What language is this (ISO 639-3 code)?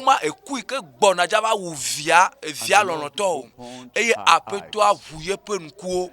ewe